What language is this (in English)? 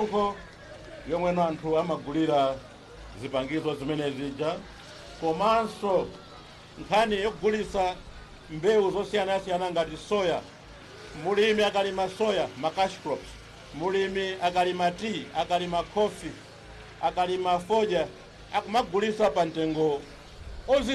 Nyanja